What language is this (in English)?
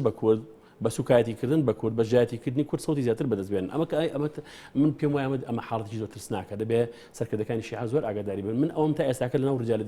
Central Kurdish